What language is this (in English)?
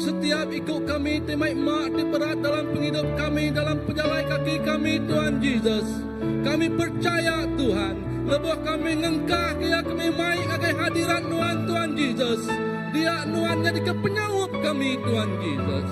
Iban